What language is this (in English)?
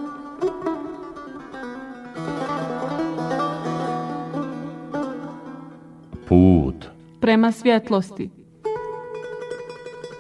Bosnian